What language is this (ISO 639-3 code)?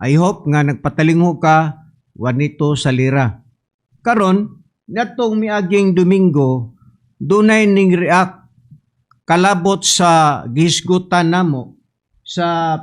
ceb